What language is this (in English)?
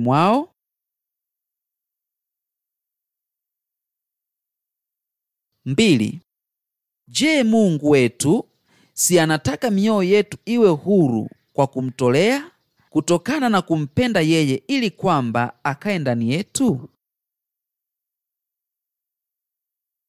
Swahili